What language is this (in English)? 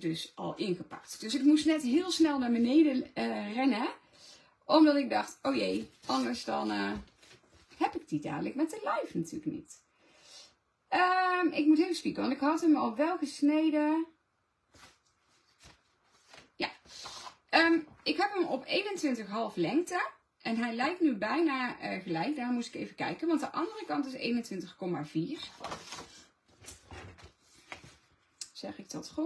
Dutch